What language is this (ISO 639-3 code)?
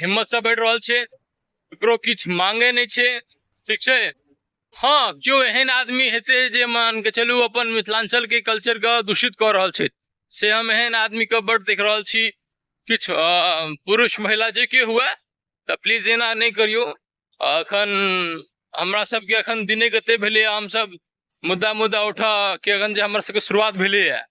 mai